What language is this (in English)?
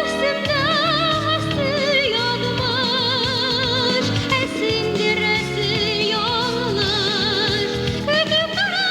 Bashkir